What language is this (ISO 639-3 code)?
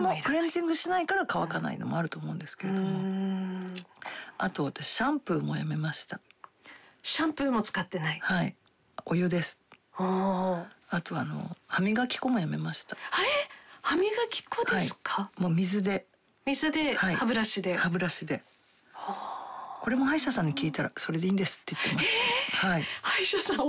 jpn